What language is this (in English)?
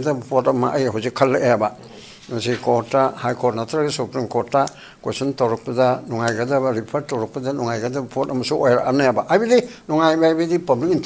Manipuri